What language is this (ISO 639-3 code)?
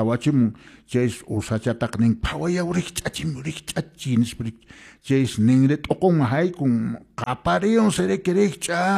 que